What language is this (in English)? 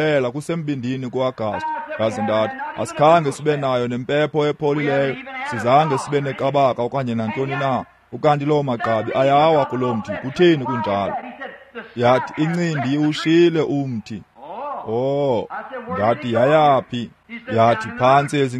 Xhosa